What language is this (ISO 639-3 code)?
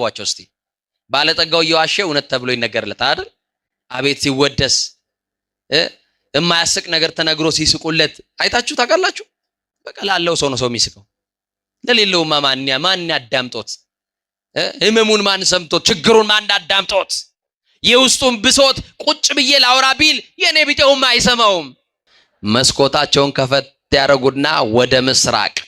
amh